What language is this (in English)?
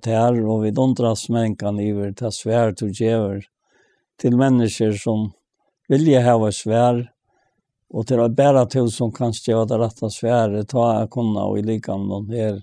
Faroese